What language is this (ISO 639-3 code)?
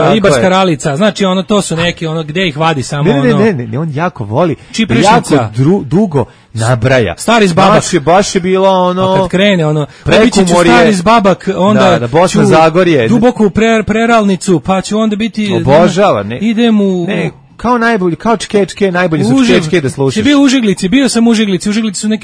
srp